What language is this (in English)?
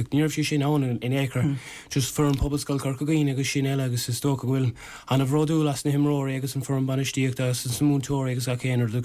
Irish